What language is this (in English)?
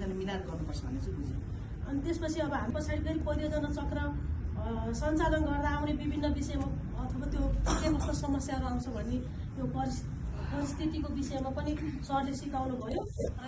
Nepali